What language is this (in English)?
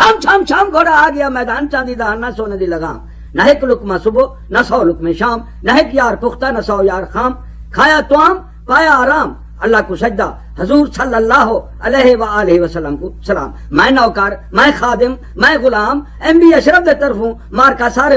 Saraiki